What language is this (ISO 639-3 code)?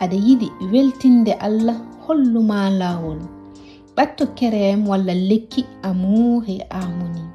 ful